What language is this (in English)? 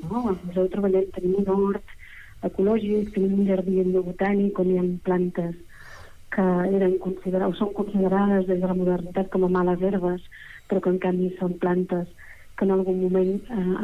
Catalan